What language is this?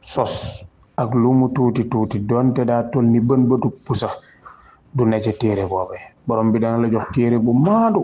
Wolof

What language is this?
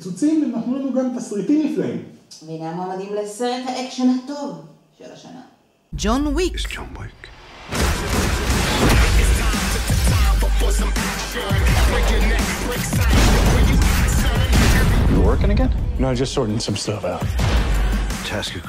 Hebrew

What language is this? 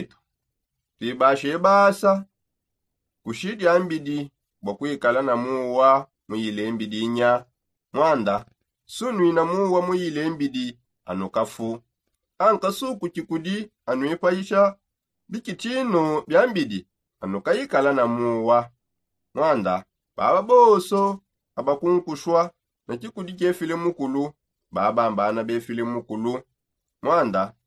Songe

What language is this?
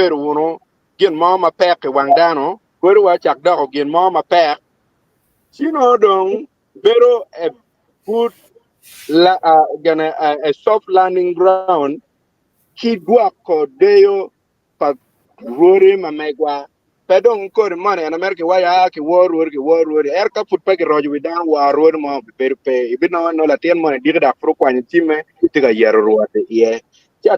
Acoli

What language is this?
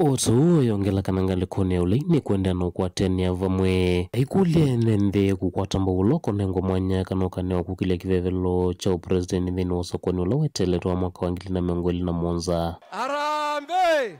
Kamba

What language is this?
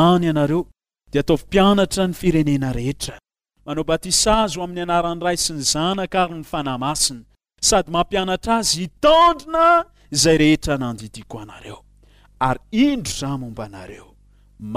Malagasy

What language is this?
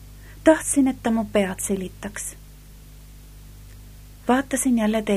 Estonian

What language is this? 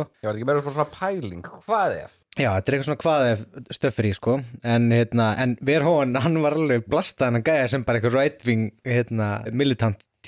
Icelandic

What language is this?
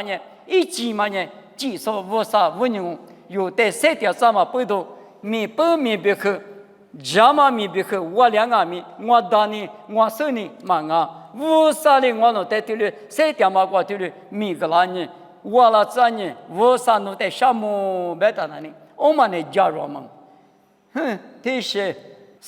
Lisu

